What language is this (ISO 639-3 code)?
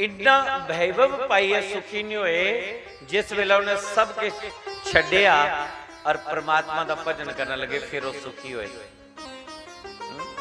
doi